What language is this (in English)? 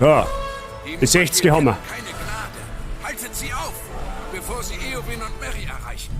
Bavarian